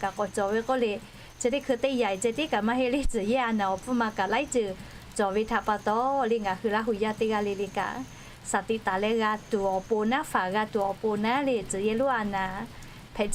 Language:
Lahu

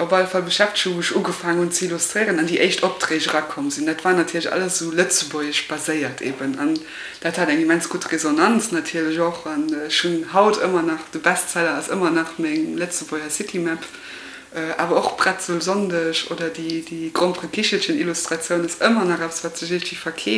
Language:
Luxembourgish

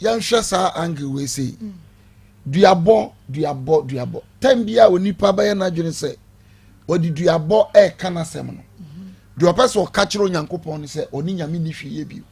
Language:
Akan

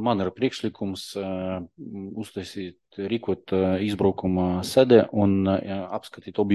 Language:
Latvian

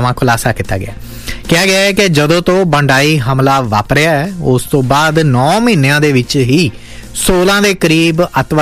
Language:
Punjabi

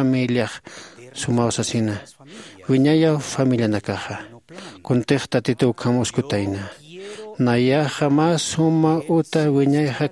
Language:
Aymara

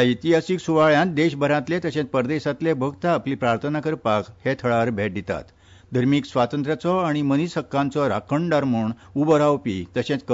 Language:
Konkani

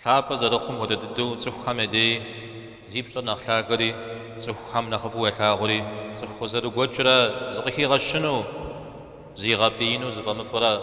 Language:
Kabardian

